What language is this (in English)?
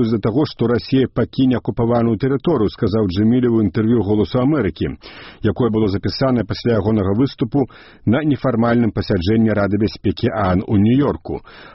Belarusian